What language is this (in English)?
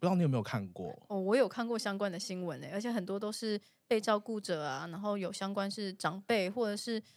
Chinese